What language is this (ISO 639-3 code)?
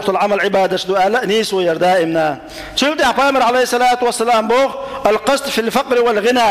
che